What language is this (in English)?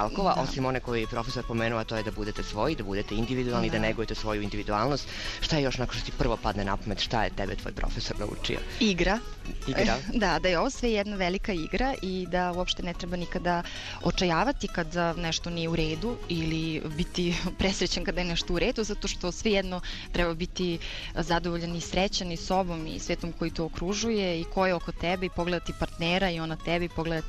Serbian